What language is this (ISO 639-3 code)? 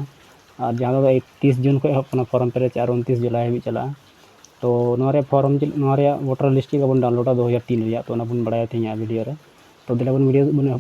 sat